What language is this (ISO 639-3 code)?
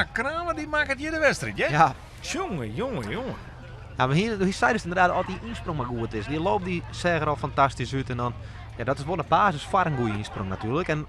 fry